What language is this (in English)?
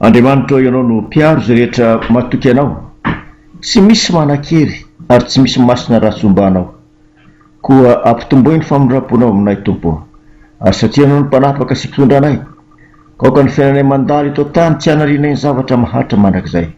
Malagasy